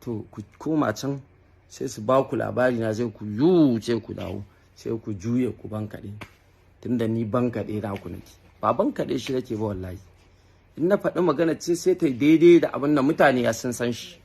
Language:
Hausa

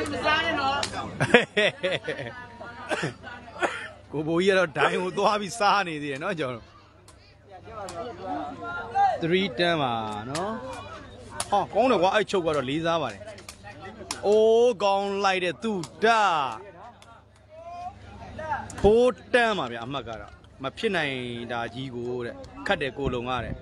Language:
Burmese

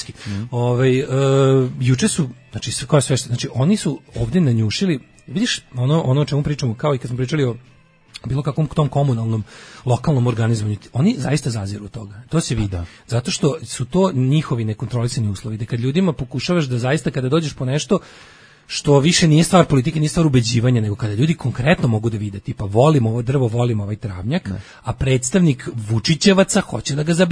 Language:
Serbian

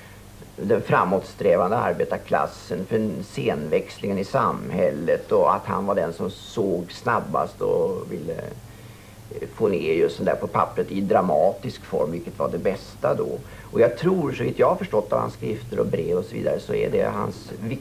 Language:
Swedish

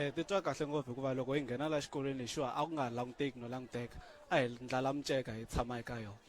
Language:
Tsonga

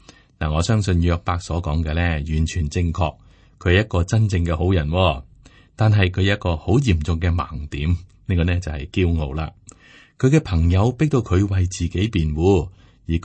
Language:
Cantonese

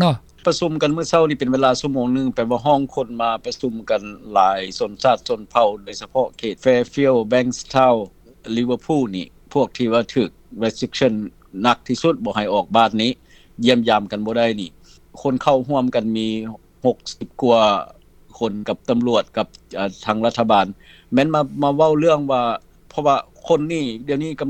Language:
Lao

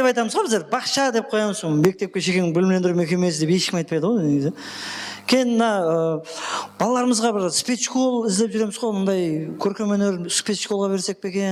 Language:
Kara-Kalpak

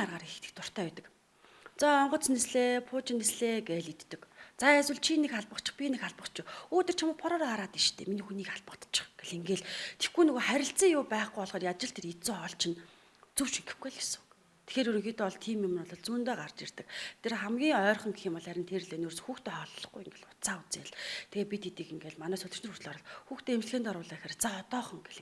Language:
Mongolian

